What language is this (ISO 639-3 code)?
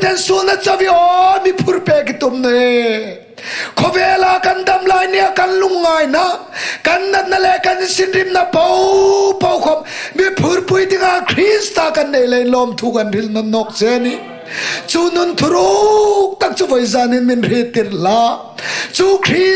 hmr